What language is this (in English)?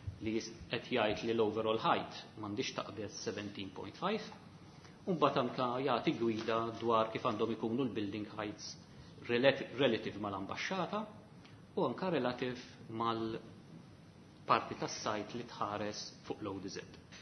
Maltese